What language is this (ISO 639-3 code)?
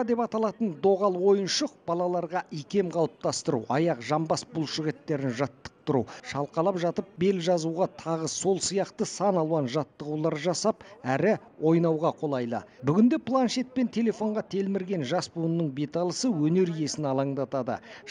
kaz